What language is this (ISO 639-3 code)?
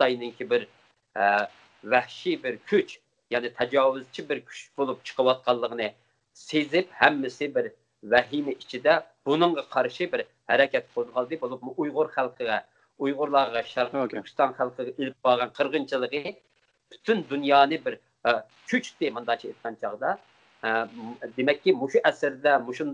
uig